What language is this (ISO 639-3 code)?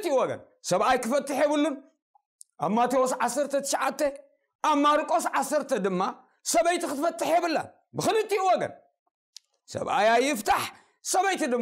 tir